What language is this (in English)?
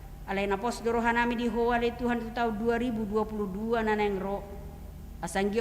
Batak Toba